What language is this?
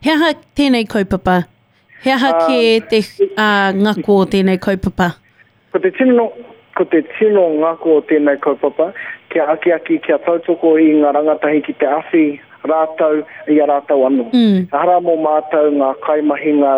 Māori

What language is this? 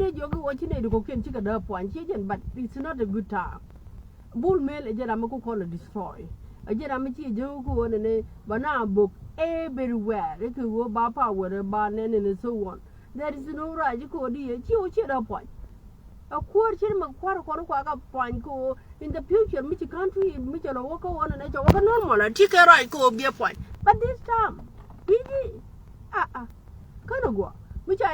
Nuer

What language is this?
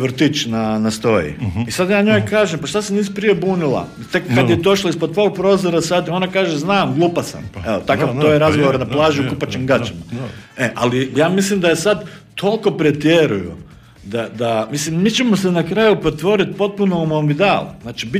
Croatian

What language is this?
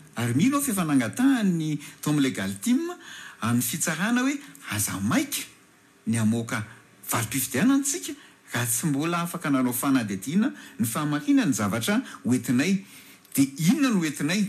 Malagasy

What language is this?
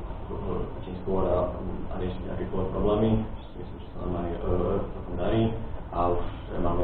Slovak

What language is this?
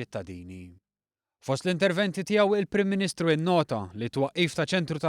Maltese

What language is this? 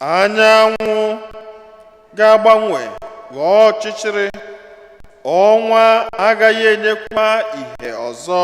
Igbo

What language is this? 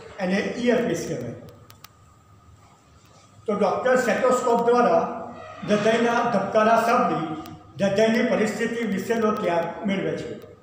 Gujarati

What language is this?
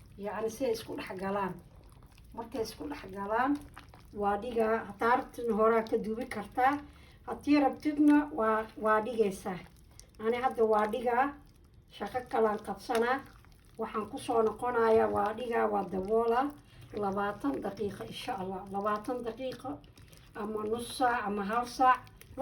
Somali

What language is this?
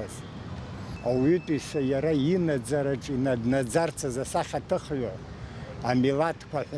Abkhazian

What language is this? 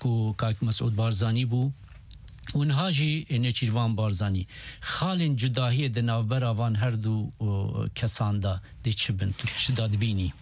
Kurdish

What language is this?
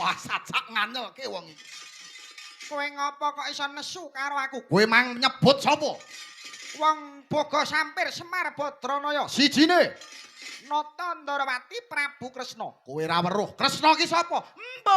Javanese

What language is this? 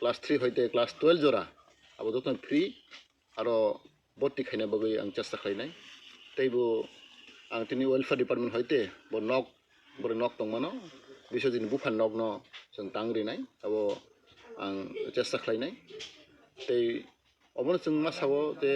Kok Borok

